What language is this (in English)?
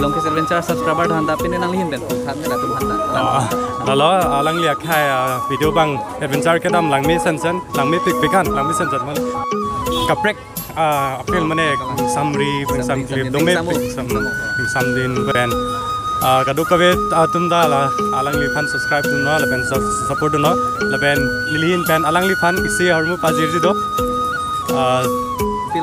Karbi